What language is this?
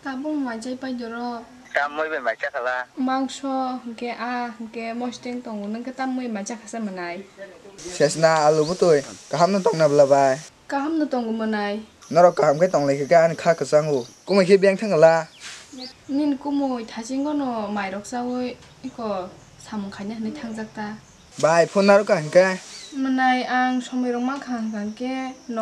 Kok Borok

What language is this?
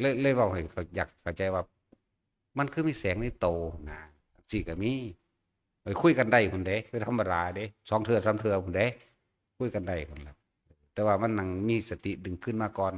Northeastern Thai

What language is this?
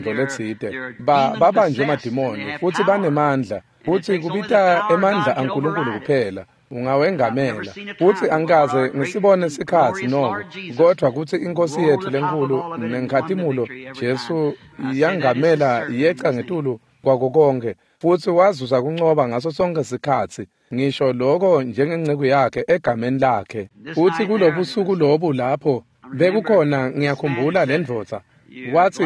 Swati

